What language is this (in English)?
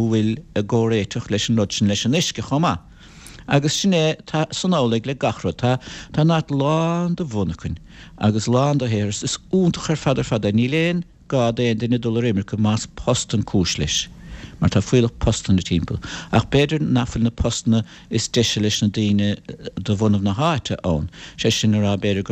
Irish